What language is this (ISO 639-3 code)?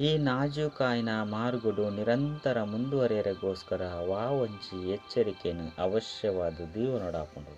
tcy